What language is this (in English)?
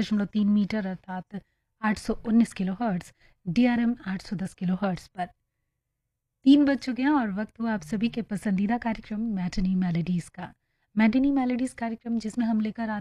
Hindi